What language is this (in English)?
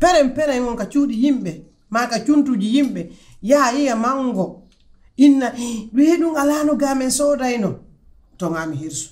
Pular